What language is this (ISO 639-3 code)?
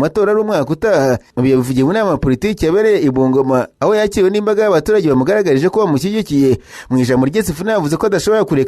kin